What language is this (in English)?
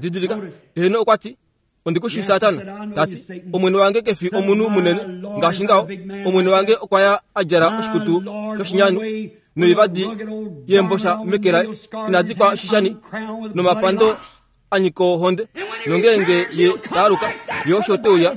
Kuanyama